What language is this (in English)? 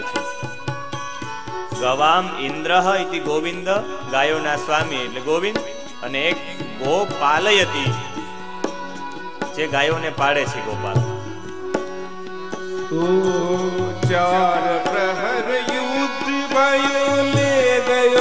Gujarati